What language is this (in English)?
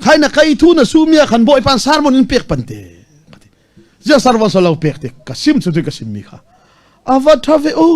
Falam Chin